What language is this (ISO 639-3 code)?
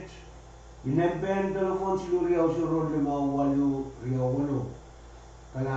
pon